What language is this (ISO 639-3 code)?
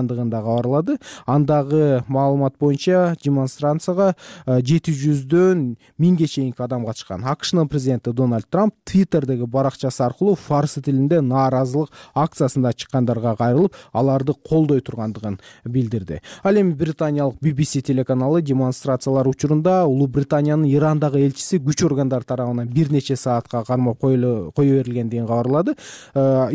kir